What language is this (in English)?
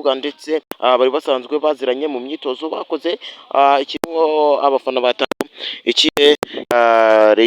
Kinyarwanda